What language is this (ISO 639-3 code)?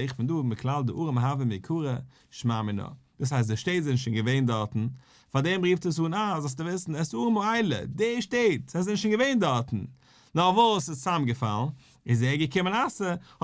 yid